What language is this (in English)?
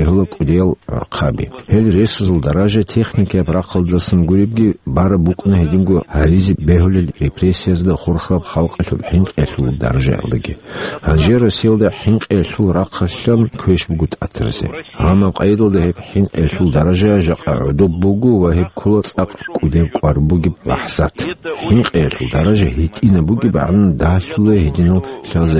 Avaric